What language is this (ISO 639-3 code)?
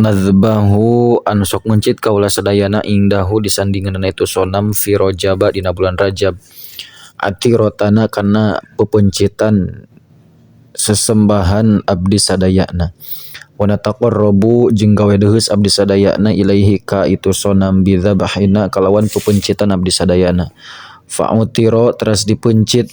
sun